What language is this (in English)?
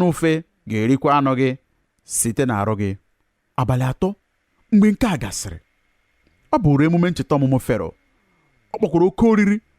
Igbo